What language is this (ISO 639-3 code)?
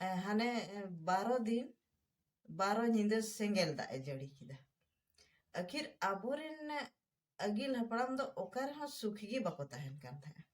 sat